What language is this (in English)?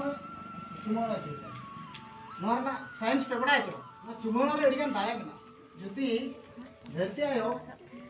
Santali